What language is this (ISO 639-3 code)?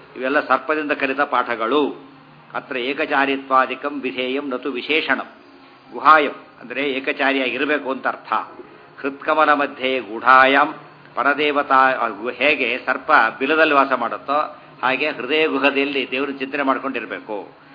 kan